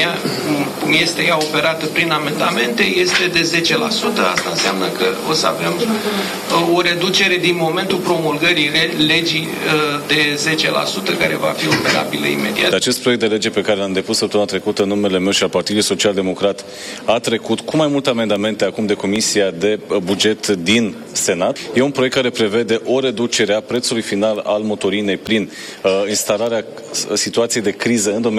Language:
Romanian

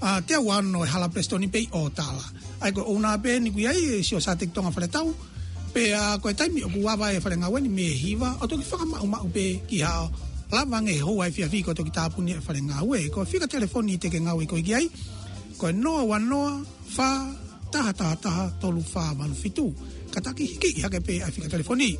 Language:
Tongan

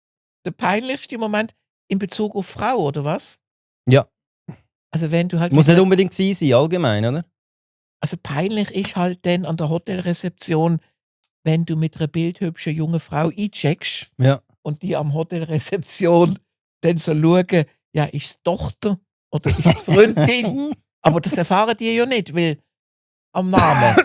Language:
Swiss German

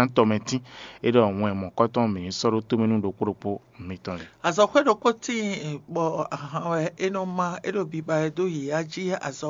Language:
Fon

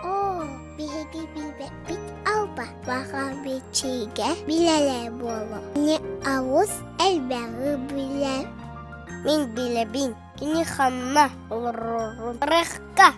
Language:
Yakut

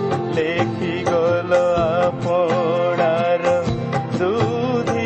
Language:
Odia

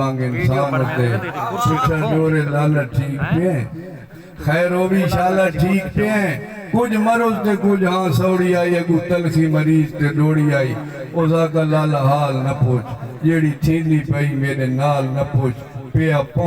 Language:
Saraiki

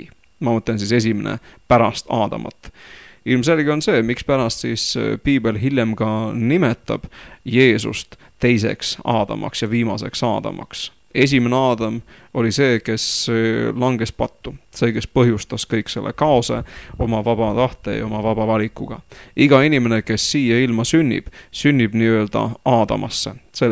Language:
Estonian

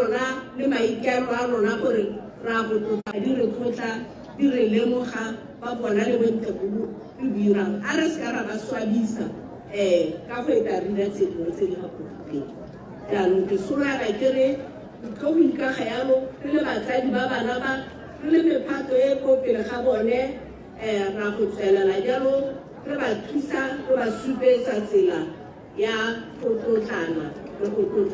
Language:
Tswana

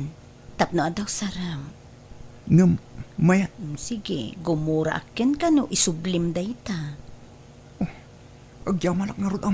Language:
Iloko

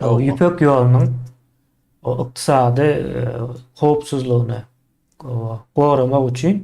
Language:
Turkmen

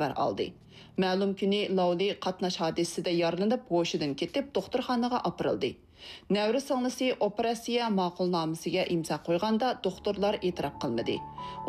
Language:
Uyghur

